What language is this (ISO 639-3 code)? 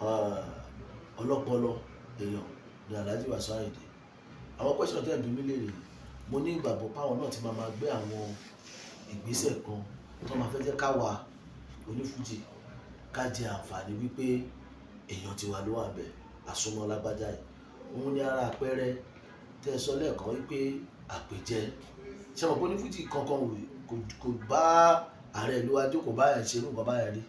yor